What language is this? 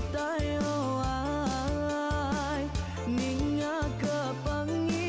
Iban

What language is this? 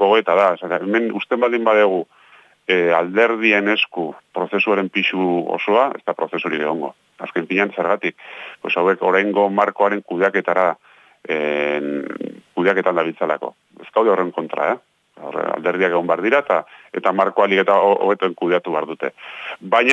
Basque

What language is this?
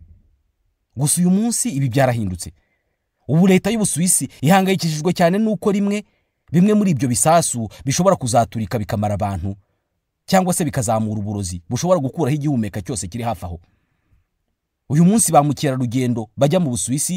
Kinyarwanda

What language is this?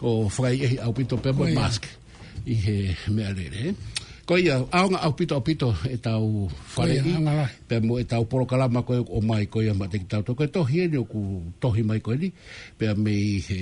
Tongan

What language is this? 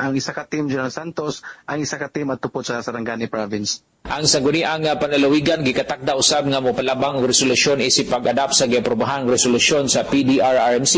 Cebuano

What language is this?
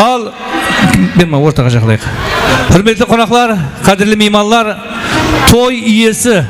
Kara-Kalpak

